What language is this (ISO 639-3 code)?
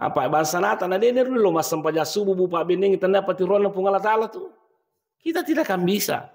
bug